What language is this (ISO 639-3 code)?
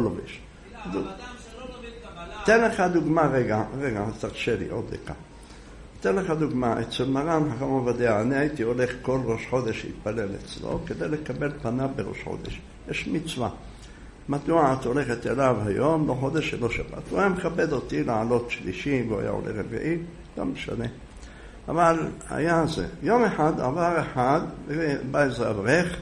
heb